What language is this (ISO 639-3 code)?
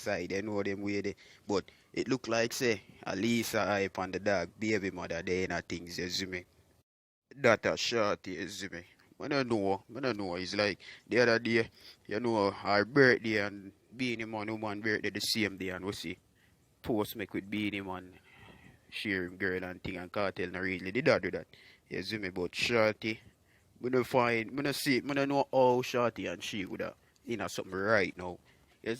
jam